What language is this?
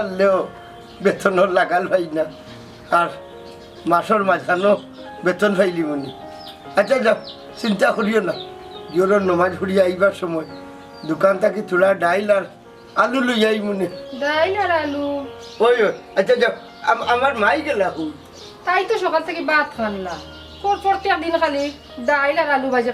Sylheti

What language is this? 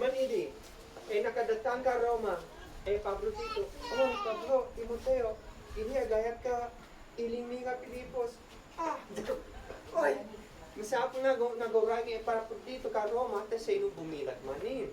Isnag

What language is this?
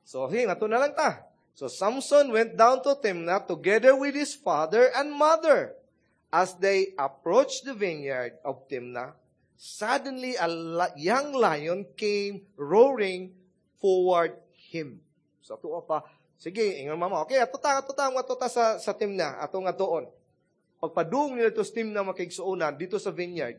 Cebuano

